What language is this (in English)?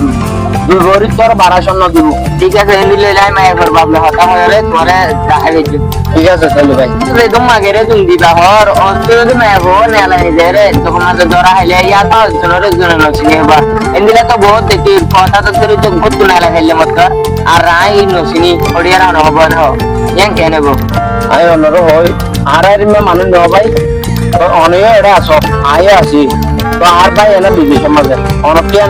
Rohingya